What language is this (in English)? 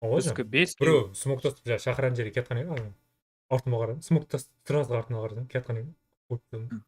Kara-Kalpak